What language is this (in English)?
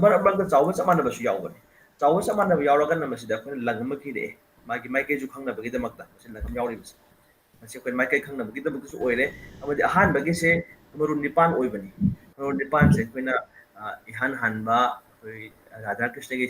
Manipuri